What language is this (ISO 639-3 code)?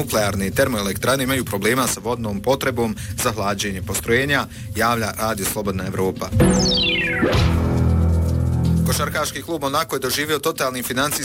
bos